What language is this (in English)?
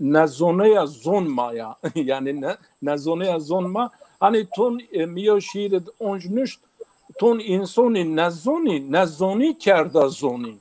Zaza